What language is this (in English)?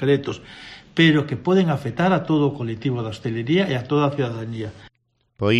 Galician